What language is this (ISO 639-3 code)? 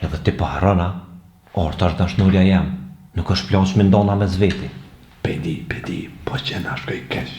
sqi